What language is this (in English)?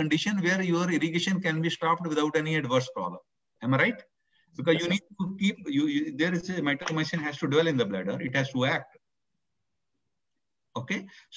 English